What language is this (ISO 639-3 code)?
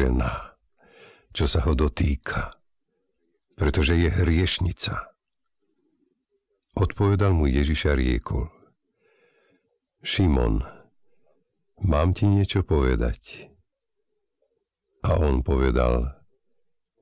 slk